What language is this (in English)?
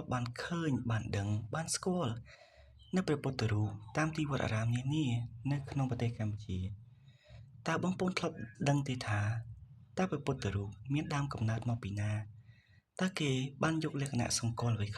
Khmer